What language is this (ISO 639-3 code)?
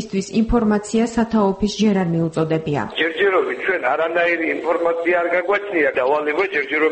kat